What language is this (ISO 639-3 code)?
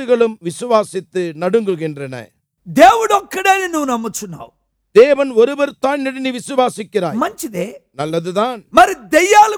tam